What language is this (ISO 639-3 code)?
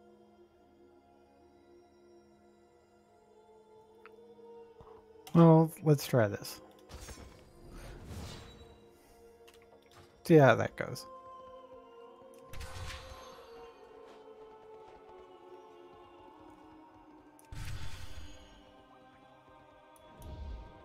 eng